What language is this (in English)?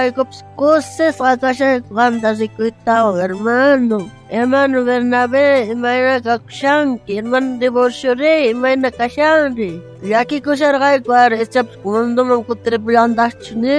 South Bolivian Quechua